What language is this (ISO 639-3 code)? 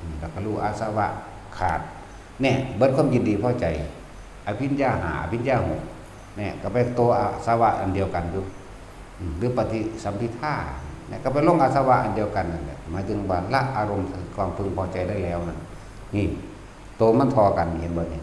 tts